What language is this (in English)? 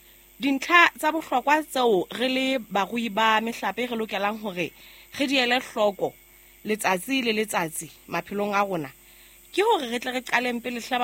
Southern Sotho